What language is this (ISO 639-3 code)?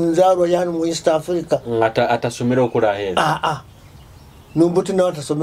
nyo